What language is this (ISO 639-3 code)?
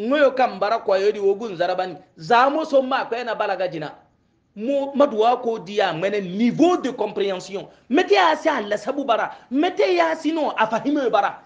hau